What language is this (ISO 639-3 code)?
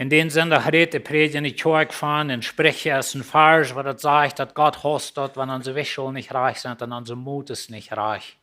pdt